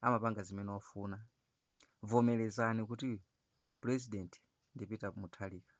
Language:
Nyanja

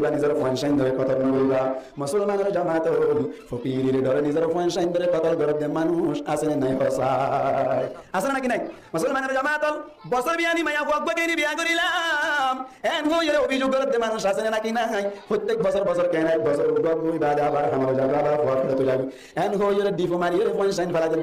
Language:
Rohingya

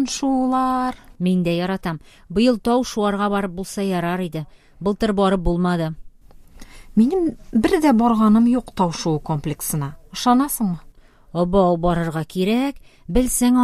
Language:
Tatar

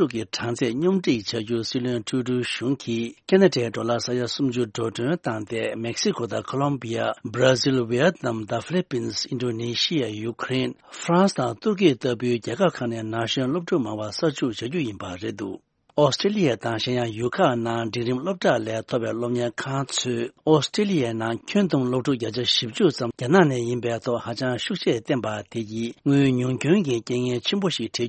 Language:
Tibetan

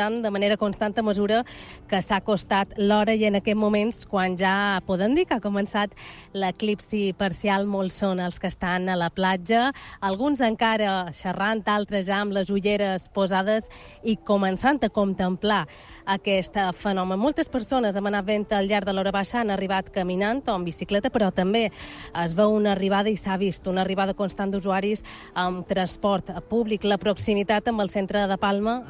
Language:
Catalan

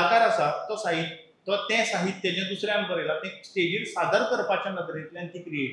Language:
Konkani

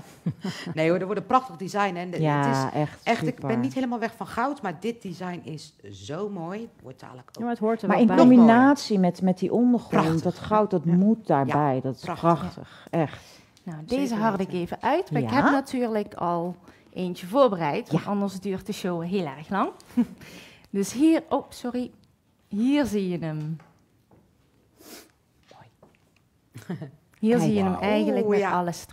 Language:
Dutch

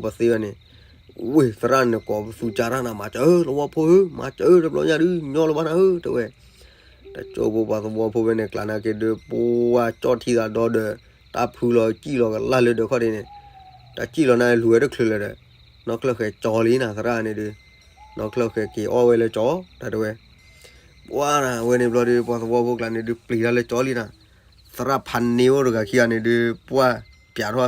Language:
S'gaw Karen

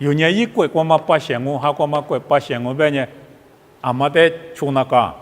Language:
Lisu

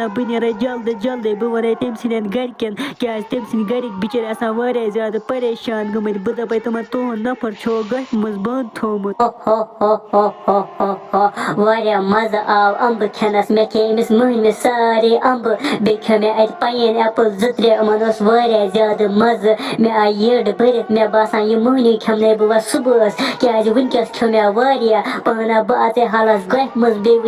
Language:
Kashmiri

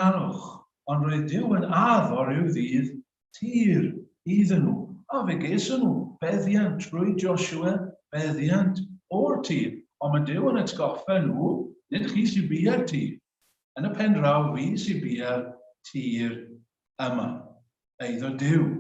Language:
Welsh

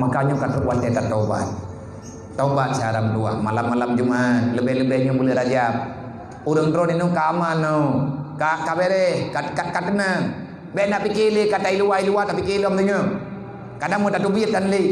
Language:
Achinese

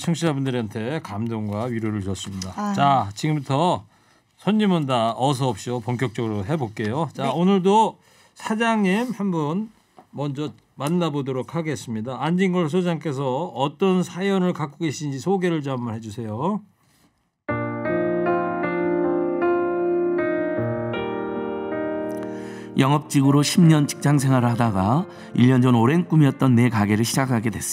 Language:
Korean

